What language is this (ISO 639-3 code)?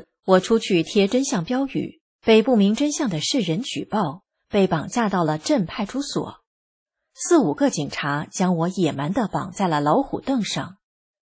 zho